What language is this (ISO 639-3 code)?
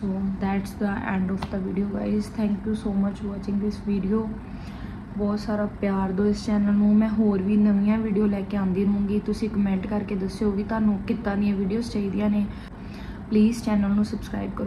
pan